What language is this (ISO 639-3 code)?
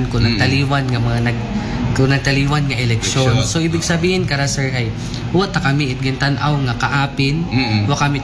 akl